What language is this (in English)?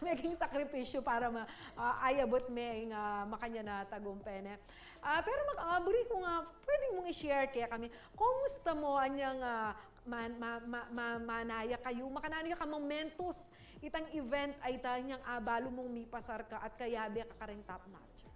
Pampanga